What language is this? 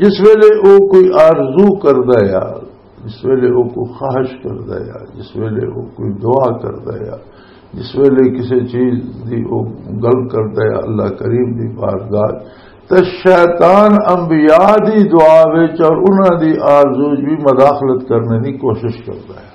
Western Panjabi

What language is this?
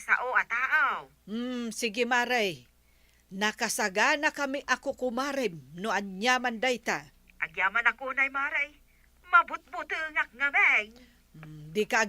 Iloko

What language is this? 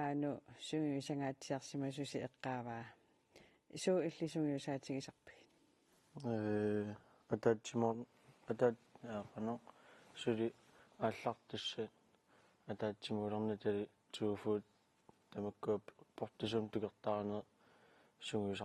Kalaallisut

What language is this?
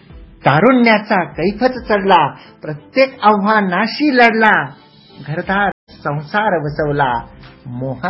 Marathi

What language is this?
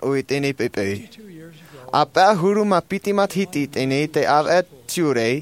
Tahitian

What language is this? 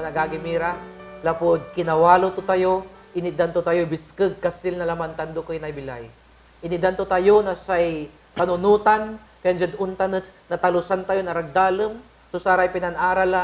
Pangasinan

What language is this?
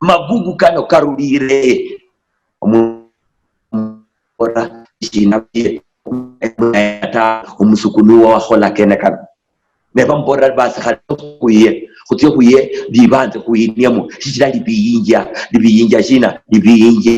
Luyia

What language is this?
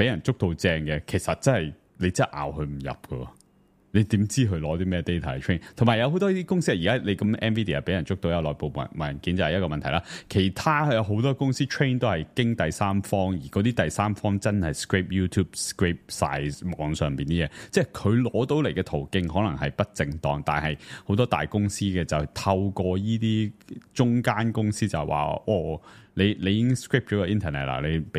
Cantonese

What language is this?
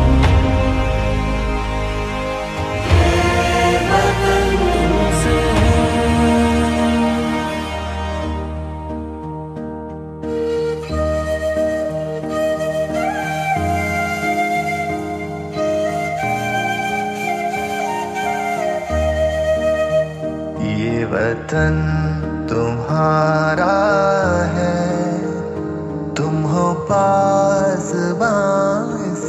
Urdu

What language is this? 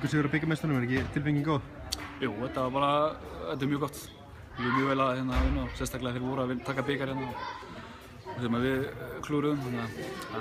Icelandic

